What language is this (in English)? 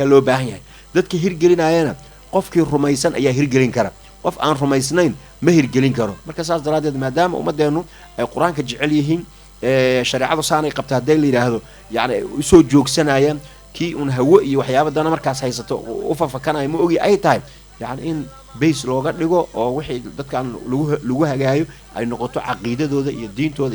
Somali